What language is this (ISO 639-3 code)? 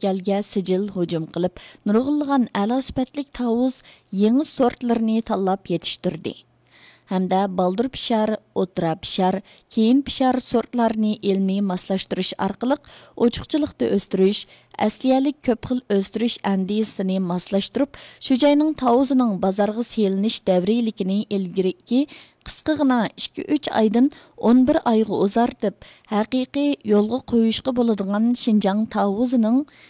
uig